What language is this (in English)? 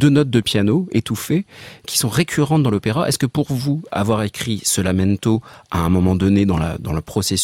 French